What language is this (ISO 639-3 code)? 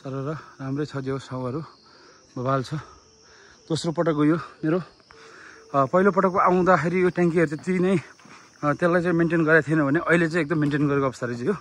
nep